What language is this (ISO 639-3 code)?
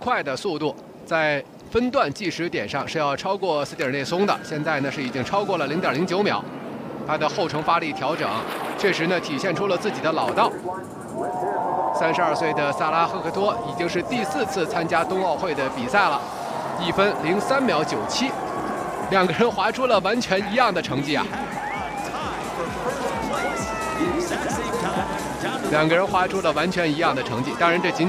zho